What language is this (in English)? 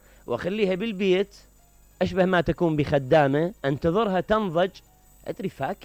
Mesopotamian Arabic